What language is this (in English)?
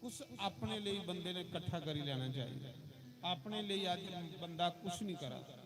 Dogri